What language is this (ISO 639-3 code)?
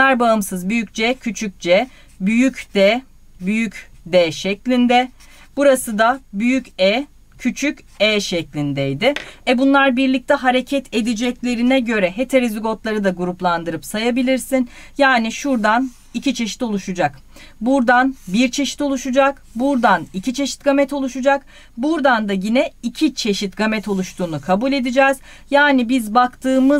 tur